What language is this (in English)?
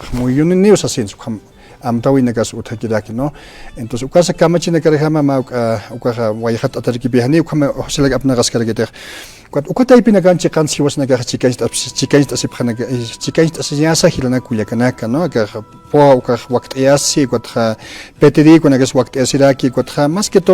Aymara